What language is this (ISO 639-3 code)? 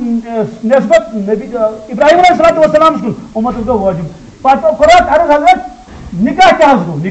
kas